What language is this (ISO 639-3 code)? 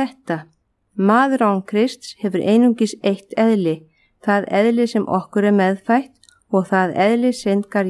isl